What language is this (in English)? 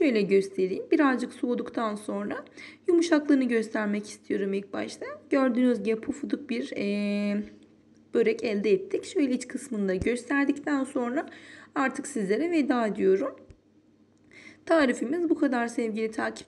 Turkish